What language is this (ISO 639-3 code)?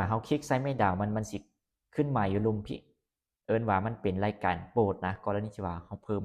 lao